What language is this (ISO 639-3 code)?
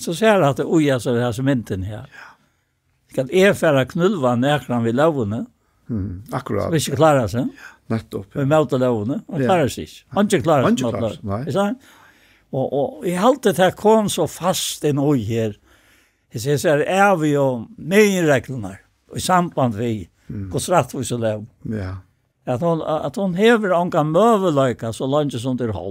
fao